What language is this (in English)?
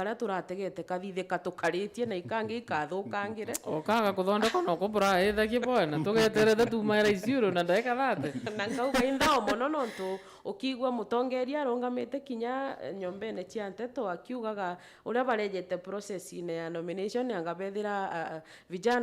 Meru